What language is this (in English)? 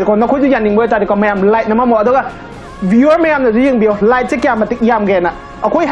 Manipuri